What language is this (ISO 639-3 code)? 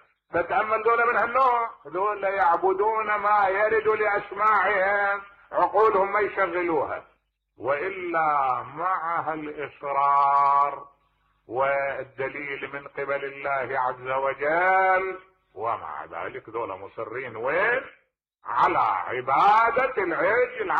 acm